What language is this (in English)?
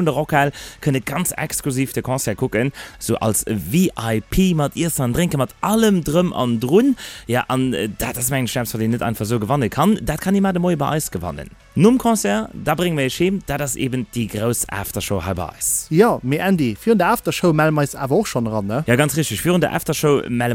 Luxembourgish